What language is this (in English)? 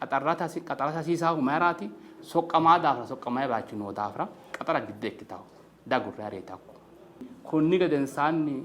Sidamo